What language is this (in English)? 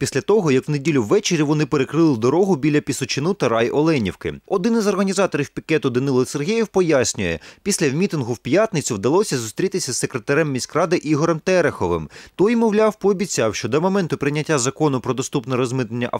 Ukrainian